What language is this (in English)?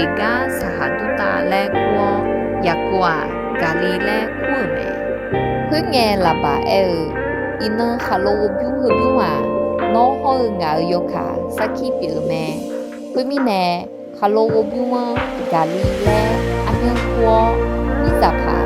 Akha